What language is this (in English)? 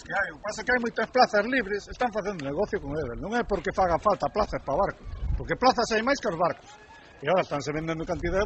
Galician